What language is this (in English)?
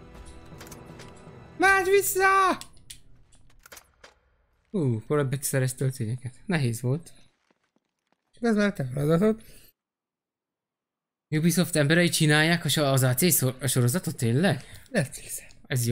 Hungarian